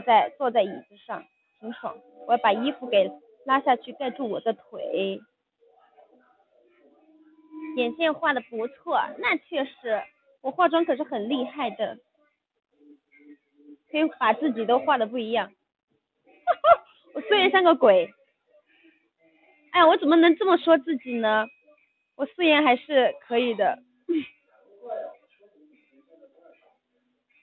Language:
Chinese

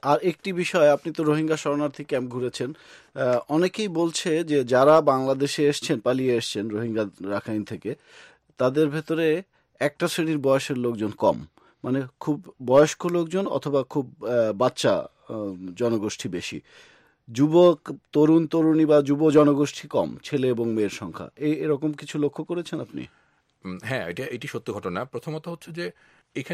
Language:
Bangla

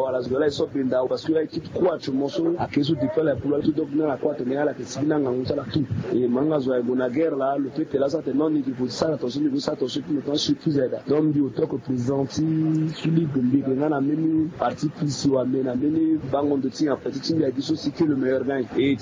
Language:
Sango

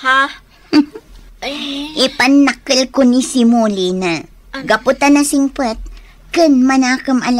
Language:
Iloko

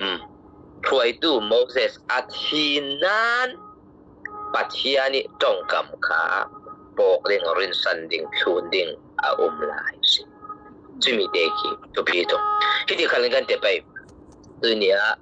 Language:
Falam Chin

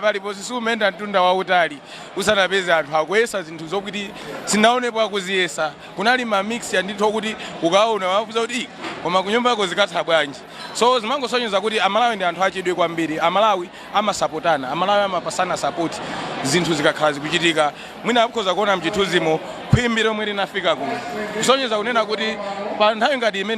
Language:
Nyanja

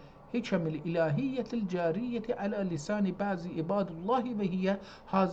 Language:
South Azerbaijani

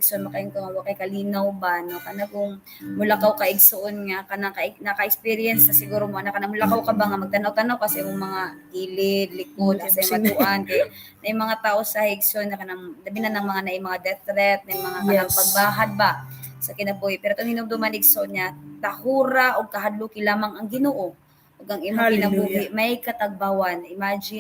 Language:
Cebuano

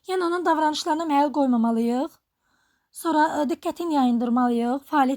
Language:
Azerbaijani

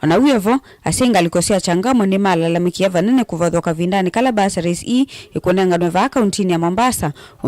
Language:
Kamba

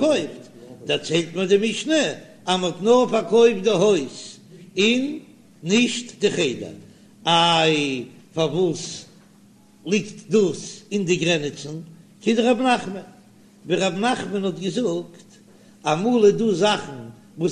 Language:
Yiddish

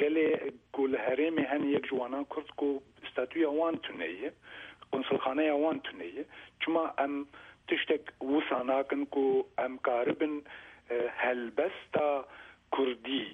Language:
Kurdish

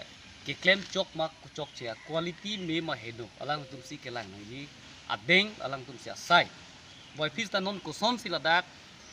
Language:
Karbi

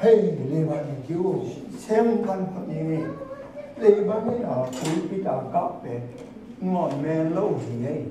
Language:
Tedim Chin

